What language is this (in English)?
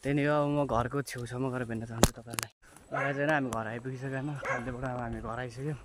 Nepali